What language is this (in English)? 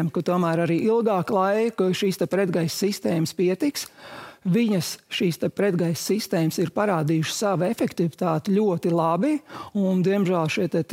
Latvian